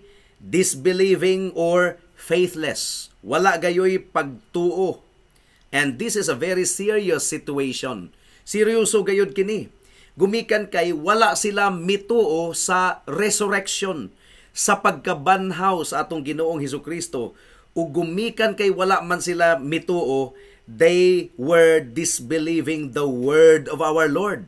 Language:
Cebuano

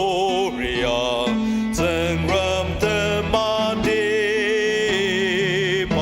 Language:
Ao Naga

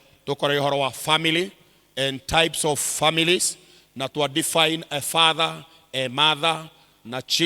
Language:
Kikuyu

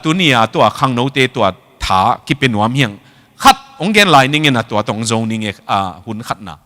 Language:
Tedim Chin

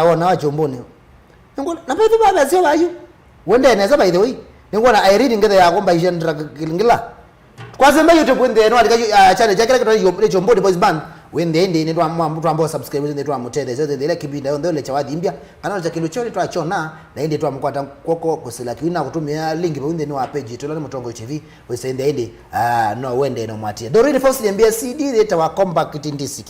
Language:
Kamba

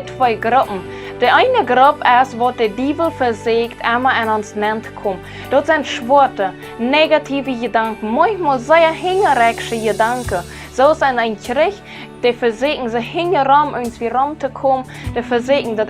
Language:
Plautdietsch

